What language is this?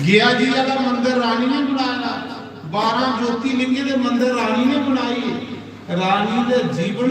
Dogri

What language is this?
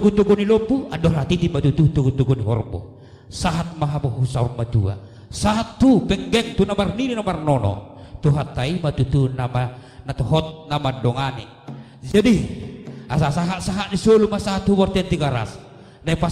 Batak Toba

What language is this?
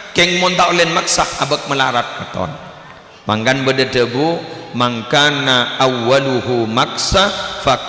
Madurese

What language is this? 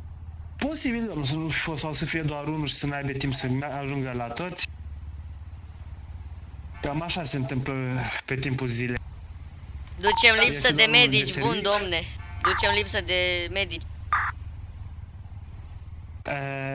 Romanian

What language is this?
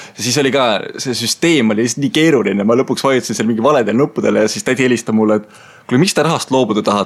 Estonian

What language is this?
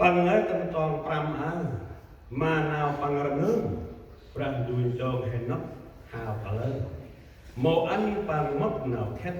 Central Mnong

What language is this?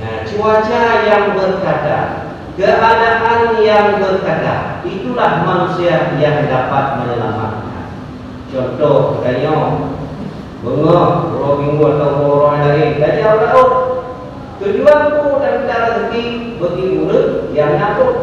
Achinese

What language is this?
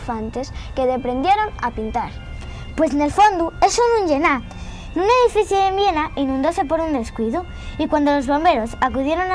Asturian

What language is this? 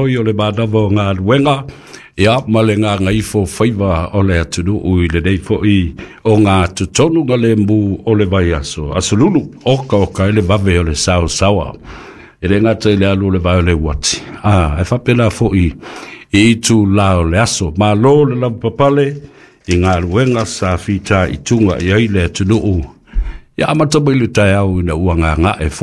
Samoan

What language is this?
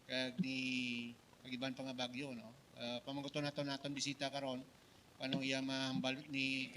Hiligaynon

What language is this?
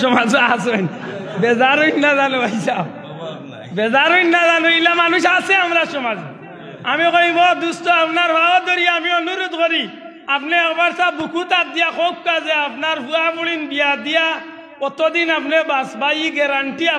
Sylheti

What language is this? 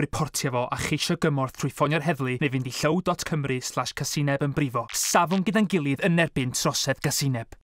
Welsh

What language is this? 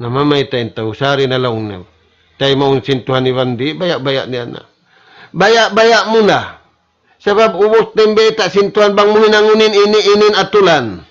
Tausug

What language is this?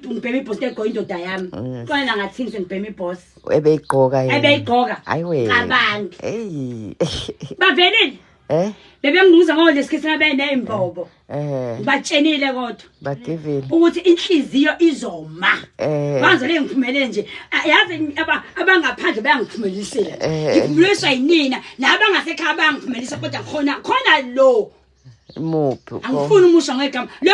Zulu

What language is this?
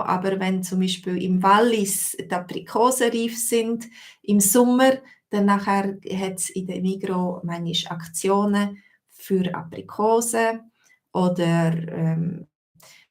Swiss German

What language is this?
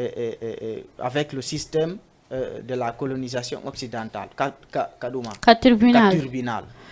Fula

